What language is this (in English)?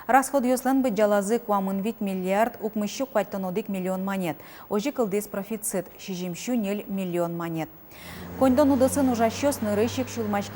Udmurt